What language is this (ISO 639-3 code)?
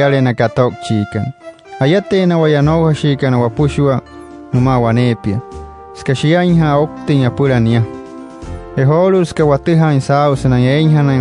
guc